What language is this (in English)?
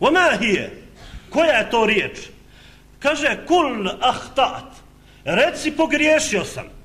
Bosnian